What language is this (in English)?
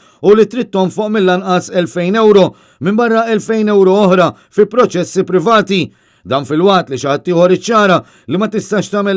Maltese